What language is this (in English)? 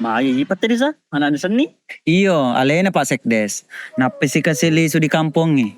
Buginese